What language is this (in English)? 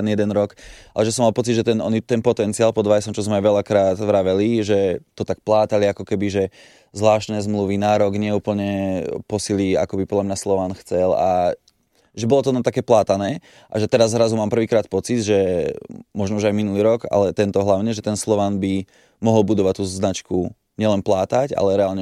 Slovak